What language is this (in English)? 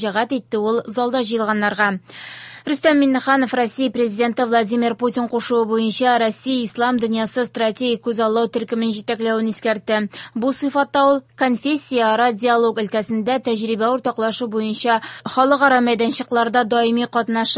Tatar